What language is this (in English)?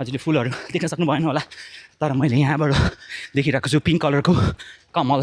Nepali